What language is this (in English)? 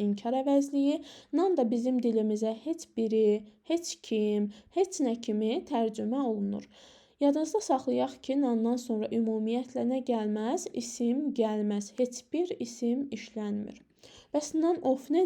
Azerbaijani